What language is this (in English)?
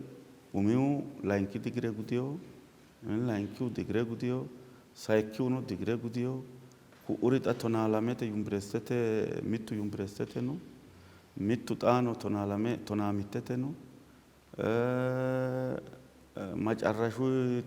Sidamo